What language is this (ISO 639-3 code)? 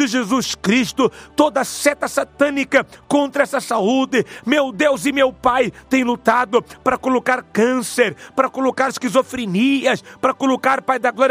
por